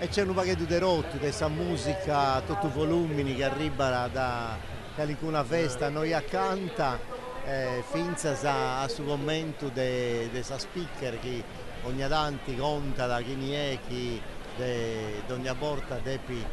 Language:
Sardinian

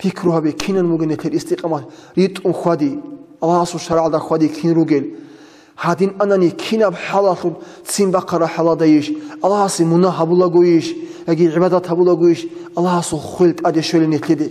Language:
Avaric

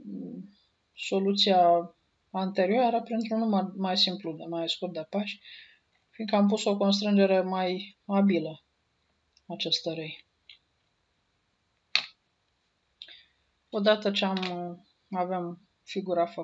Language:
Romanian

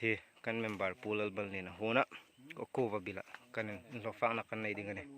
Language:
Hmar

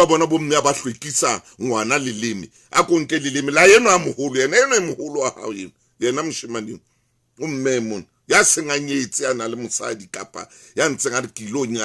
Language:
Southern Sotho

